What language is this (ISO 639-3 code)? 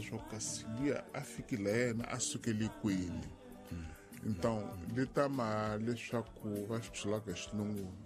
tso